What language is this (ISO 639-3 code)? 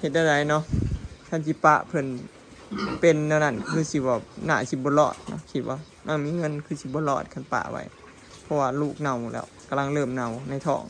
lao